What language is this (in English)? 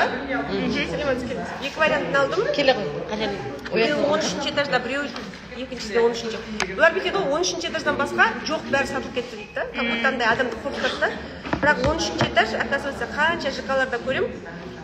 Kazakh